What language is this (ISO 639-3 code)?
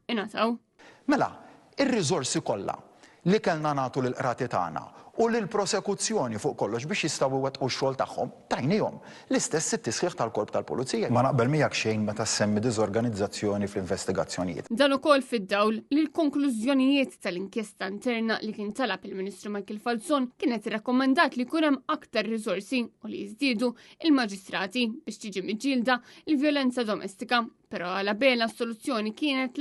mlt